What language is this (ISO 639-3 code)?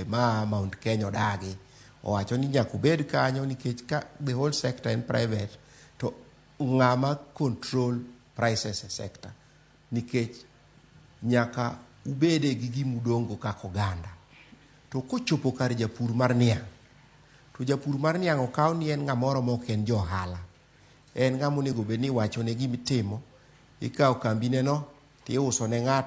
luo